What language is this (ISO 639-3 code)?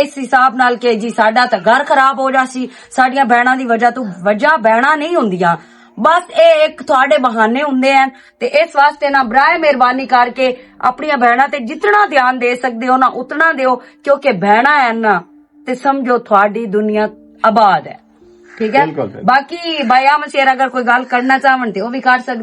lah